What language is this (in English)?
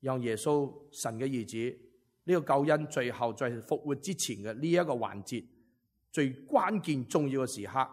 Cantonese